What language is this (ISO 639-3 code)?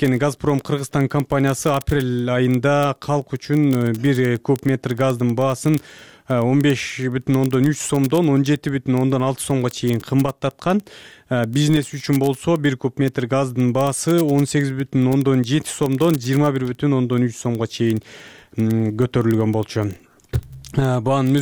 kir